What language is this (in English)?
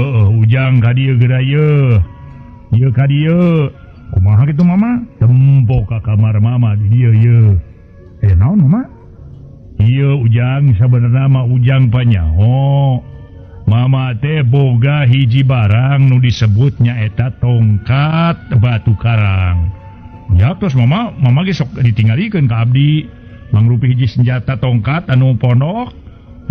Sundanese